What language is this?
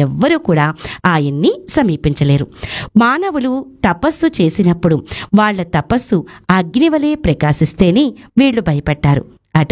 Telugu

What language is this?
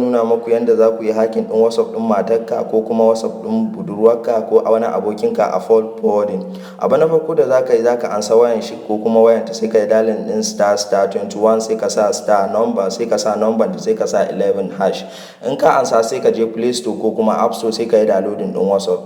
Hausa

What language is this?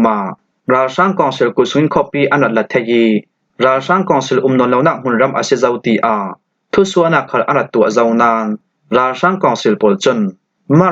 Falam Chin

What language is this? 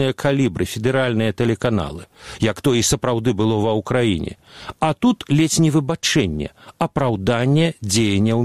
Belarusian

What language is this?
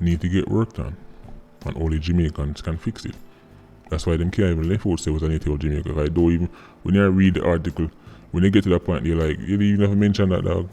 Jamaican Creole English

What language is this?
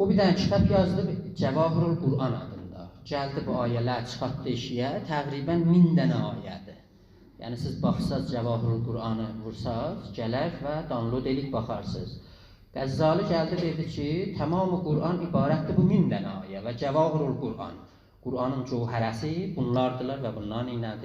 South Azerbaijani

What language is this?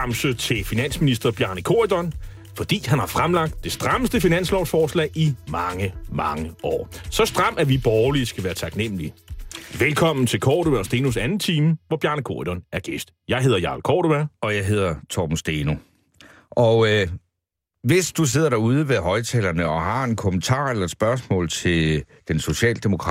Danish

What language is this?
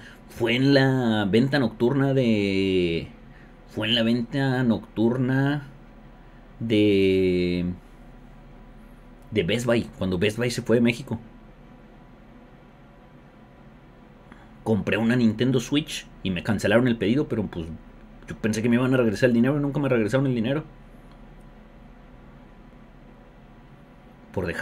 Spanish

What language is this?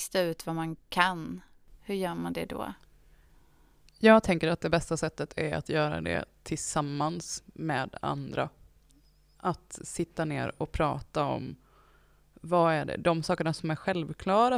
Swedish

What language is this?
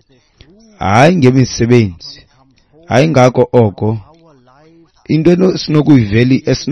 Xhosa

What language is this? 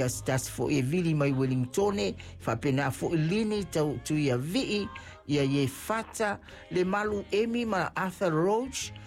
Samoan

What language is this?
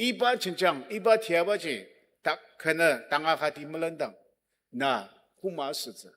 Ao Naga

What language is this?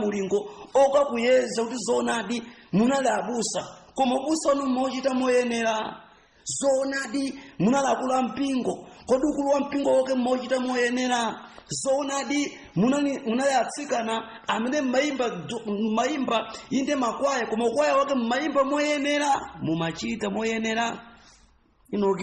Nyanja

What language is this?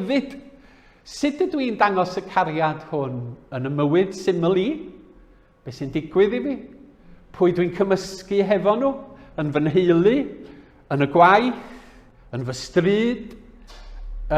Welsh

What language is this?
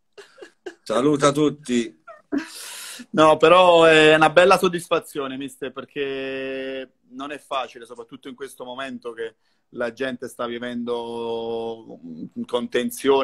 Italian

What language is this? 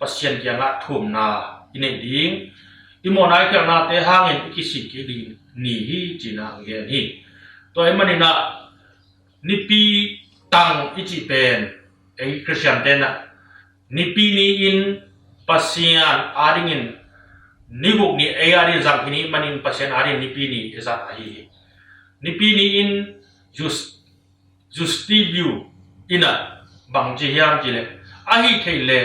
Tedim Chin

